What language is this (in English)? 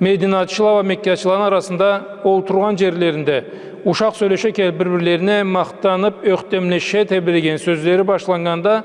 Karachay-Balkar